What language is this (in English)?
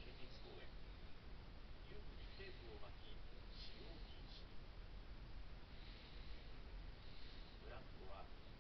Japanese